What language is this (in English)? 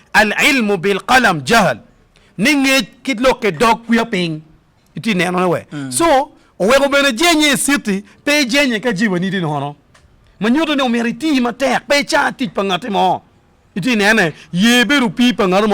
Acoli